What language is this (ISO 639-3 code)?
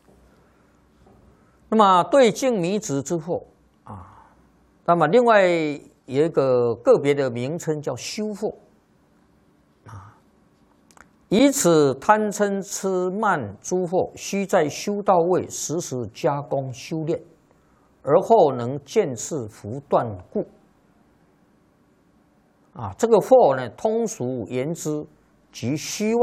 zho